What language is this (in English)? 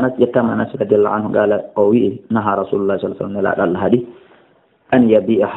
Fula